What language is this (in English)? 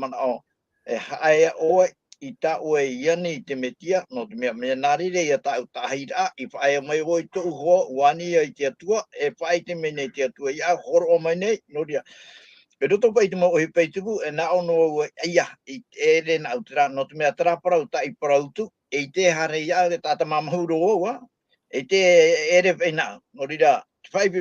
Tahitian